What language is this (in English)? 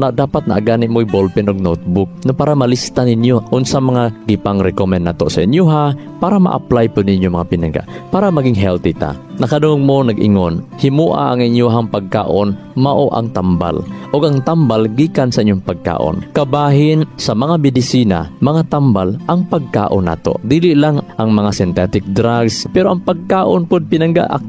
Cebuano